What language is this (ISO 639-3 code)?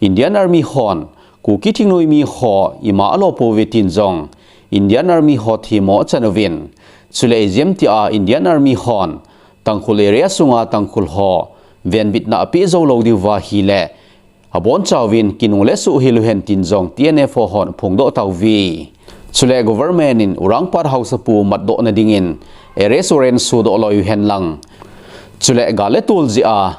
tcz